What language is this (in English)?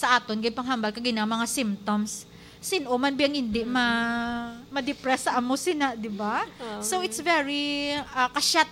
Hiligaynon